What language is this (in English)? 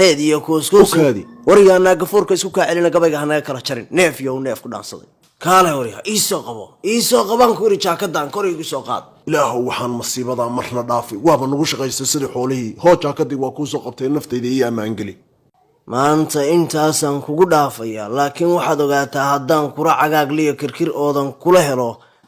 Somali